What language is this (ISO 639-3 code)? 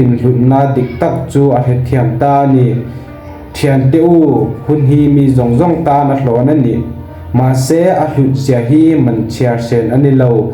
lus